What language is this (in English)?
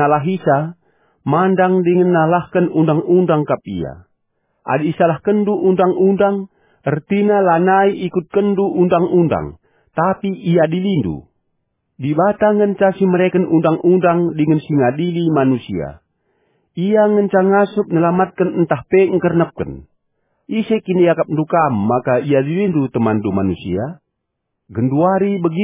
Batak Karo